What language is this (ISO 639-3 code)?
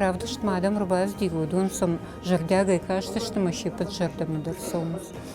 oss